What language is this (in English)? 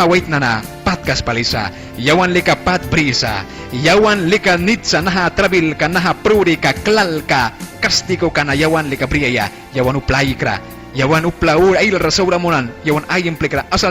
Mískito